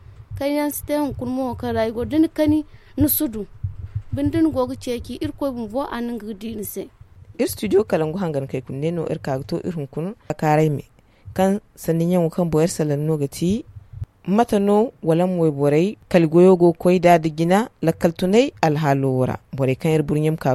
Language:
Zarma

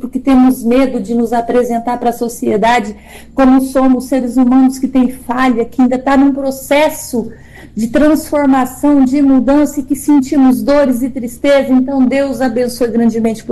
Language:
Portuguese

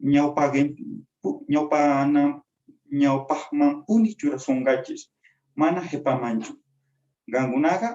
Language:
Quechua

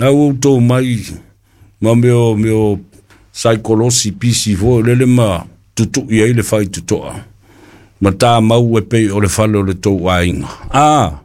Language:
Samoan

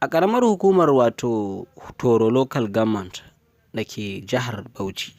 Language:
Hausa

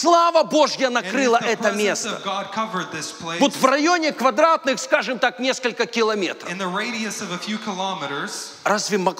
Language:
Russian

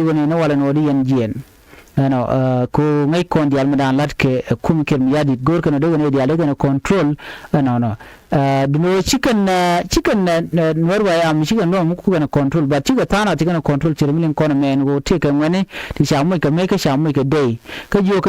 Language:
Nuer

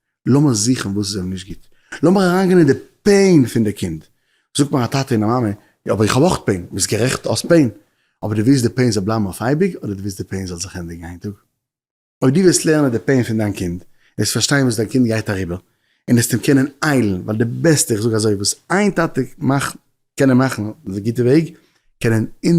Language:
Yiddish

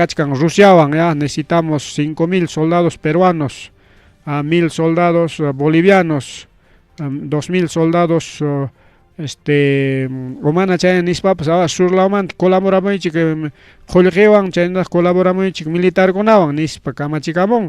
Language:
Ayacucho Quechua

